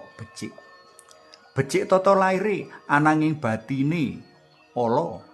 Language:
Javanese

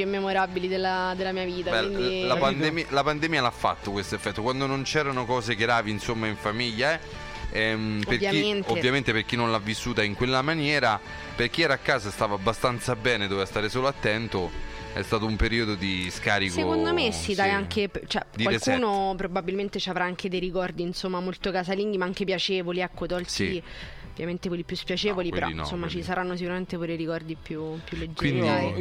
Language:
Italian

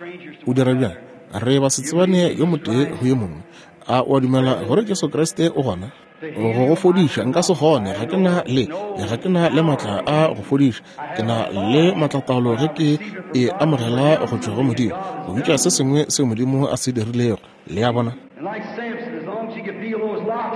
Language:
Northern Sotho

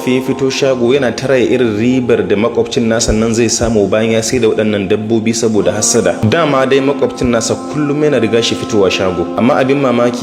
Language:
Hausa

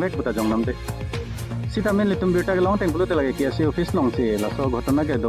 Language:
Karbi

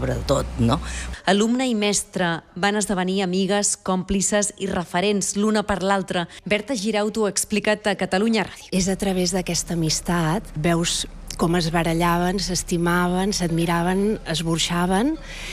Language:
Catalan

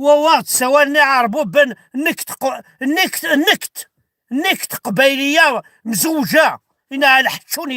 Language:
Kabyle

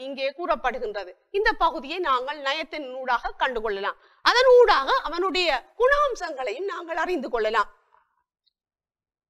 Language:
Tamil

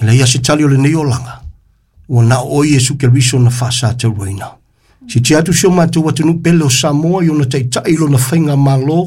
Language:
Samoan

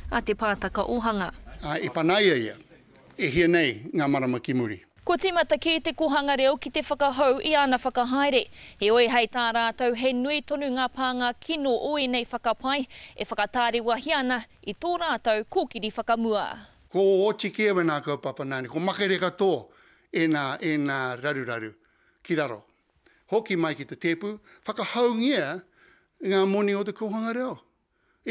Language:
Māori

